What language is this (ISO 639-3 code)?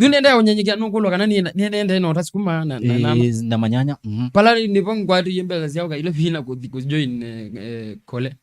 kam